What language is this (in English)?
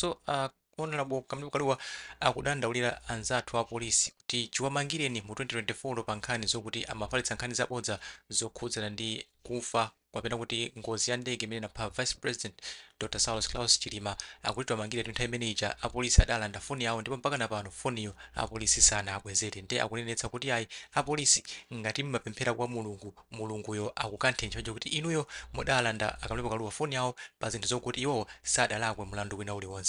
Nyanja